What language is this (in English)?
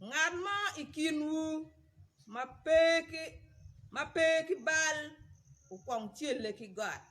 Acoli